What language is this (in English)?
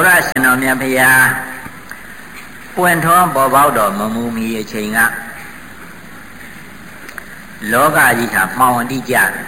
Burmese